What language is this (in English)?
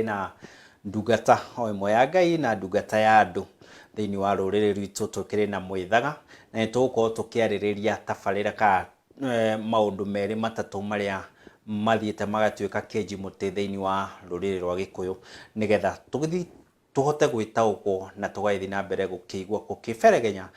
Kikuyu